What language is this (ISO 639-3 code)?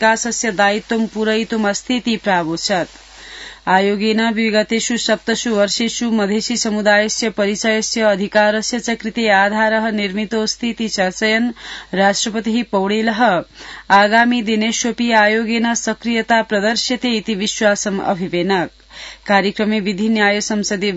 san